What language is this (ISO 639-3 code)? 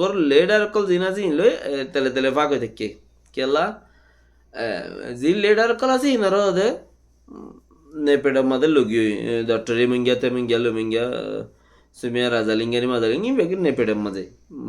rhg